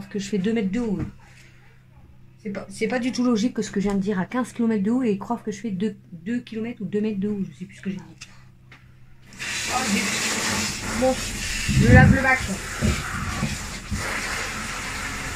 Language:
French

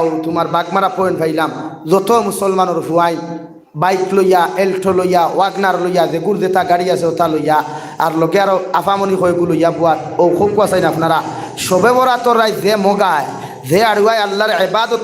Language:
Sylheti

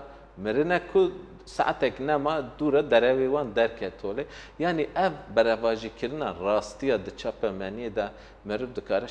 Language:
Kurdish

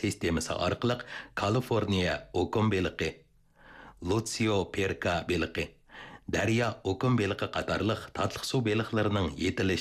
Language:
Uyghur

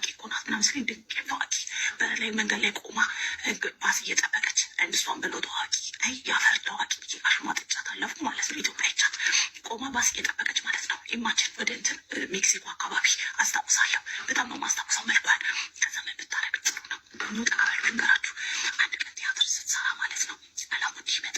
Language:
Amharic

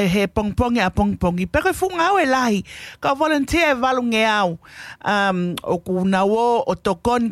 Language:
Tongan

